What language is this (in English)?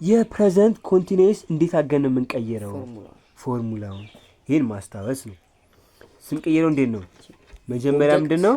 Amharic